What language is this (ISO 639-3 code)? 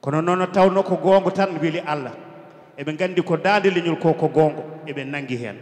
ful